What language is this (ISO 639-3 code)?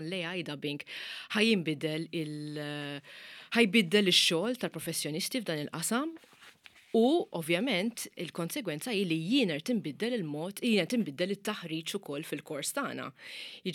mlt